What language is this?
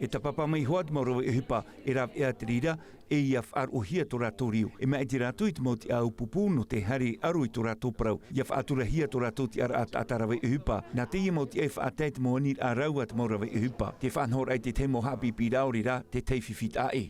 Tahitian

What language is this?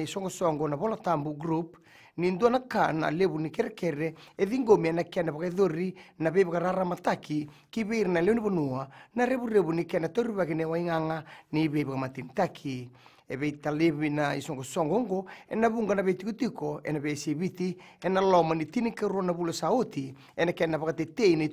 Fijian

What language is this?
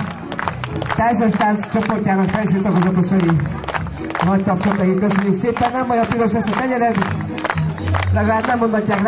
Hungarian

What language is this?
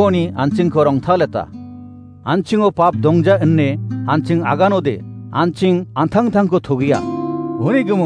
Garo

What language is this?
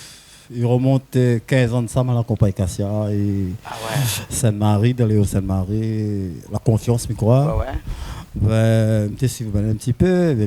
Réunion Creole French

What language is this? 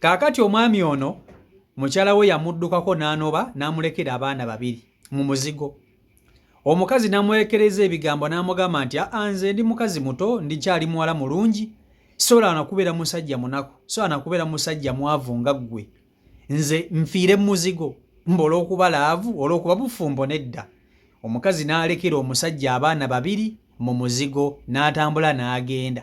Ganda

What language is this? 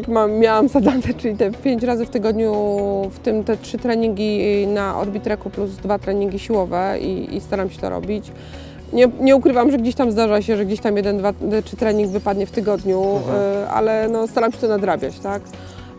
Polish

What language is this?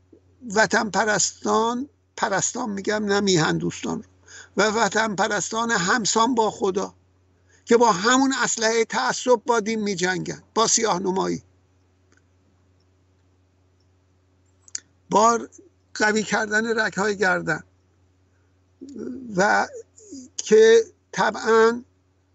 Persian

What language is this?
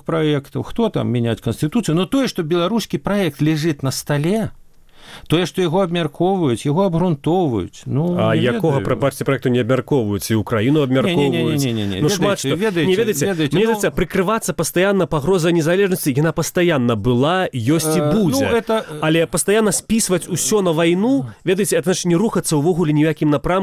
Belarusian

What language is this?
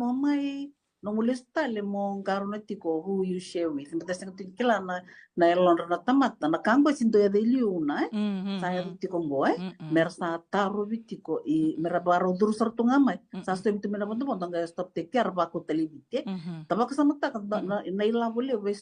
Fijian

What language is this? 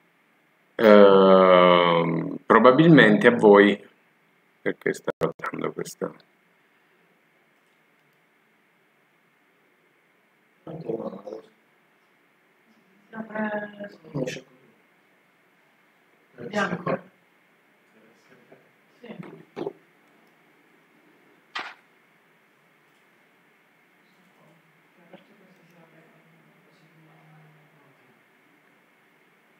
Italian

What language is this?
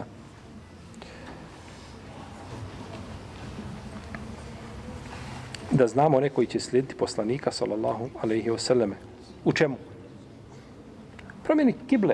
Bosnian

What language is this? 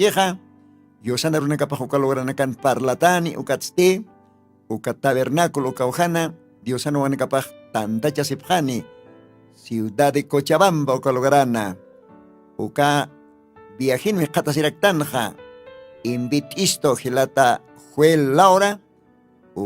Aymara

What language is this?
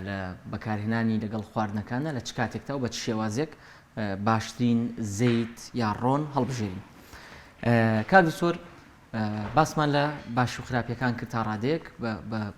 Central Kurdish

